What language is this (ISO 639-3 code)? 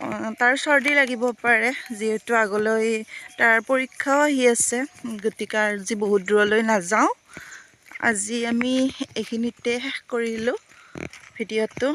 asm